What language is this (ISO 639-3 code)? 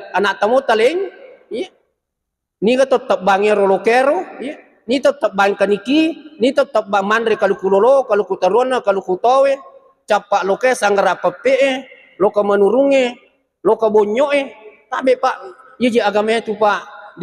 bug